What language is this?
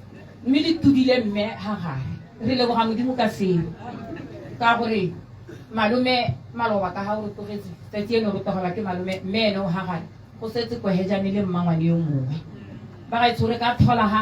Tswana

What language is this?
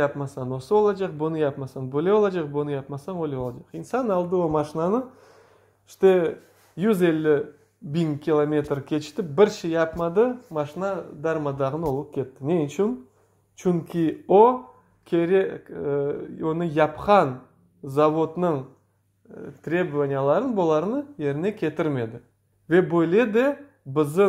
Crimean Tatar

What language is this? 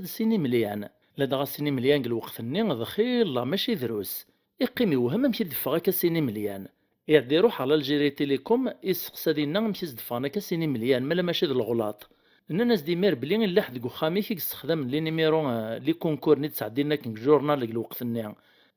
Kabyle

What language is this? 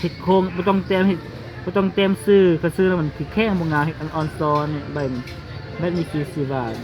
Lao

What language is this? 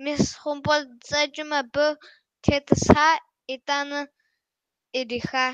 Kabardian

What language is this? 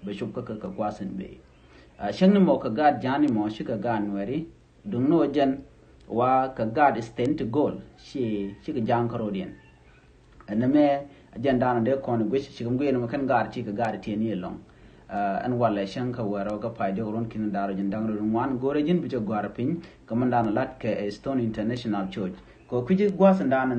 Nuer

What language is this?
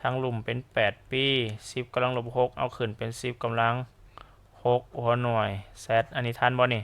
Lao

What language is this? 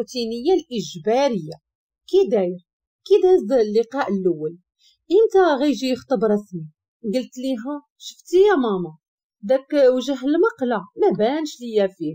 Moroccan Arabic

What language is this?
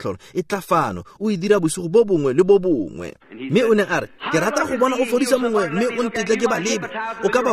Tswana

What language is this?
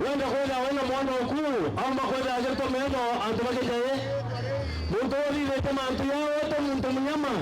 Meru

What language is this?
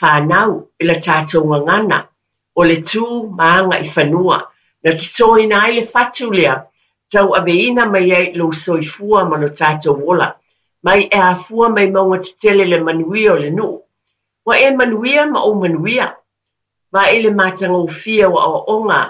Samoan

